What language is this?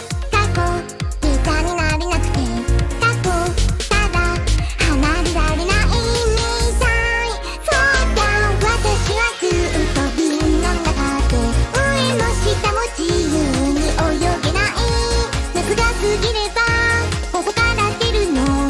Japanese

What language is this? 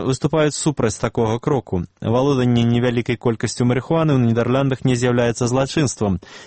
Belarusian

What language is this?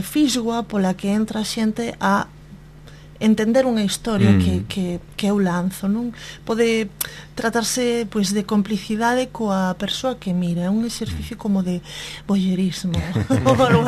Galician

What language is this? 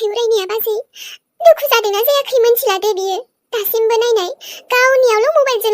Bodo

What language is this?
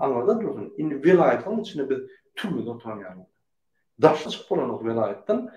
Turkmen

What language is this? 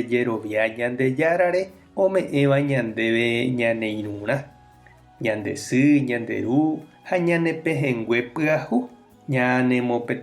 Guarani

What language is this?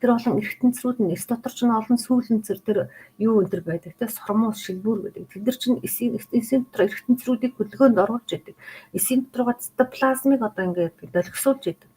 Mongolian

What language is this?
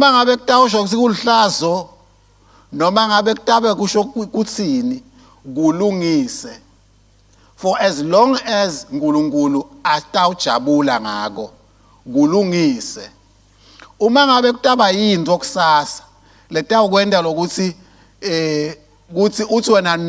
Swati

